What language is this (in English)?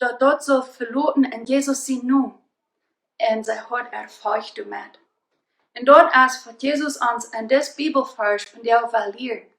Plautdietsch